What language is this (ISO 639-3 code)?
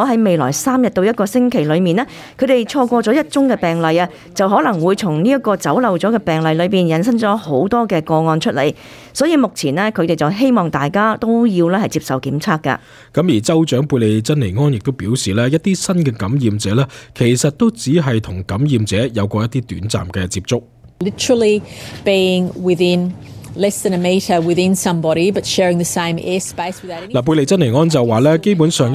yue